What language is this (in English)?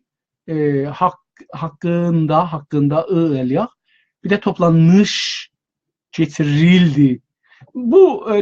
South Azerbaijani